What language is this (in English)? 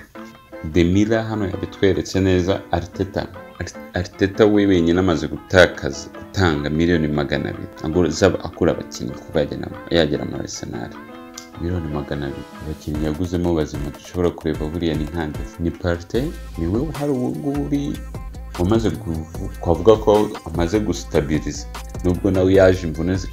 Kinyarwanda